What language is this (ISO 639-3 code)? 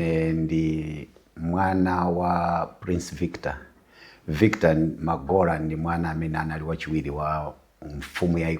nya